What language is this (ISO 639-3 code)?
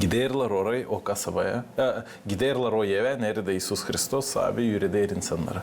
gag